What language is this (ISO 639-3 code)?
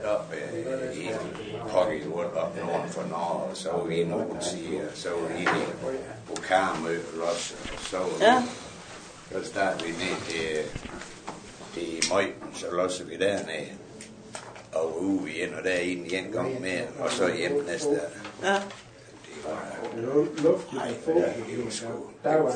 dan